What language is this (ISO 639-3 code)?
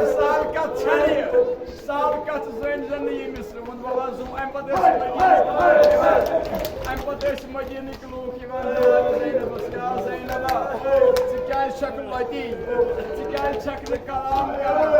kas